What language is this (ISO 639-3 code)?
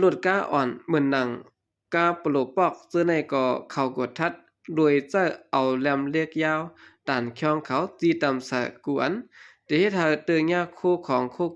shn